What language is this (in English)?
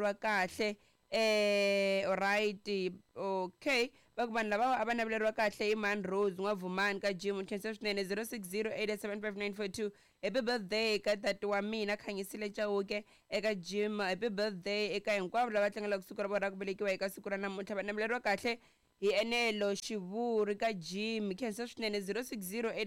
Tsonga